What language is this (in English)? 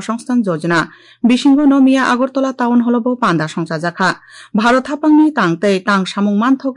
Kok Borok